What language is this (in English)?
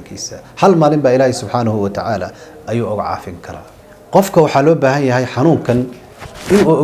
Somali